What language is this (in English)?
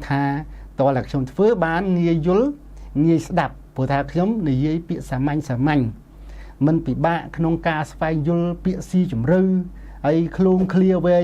Khmer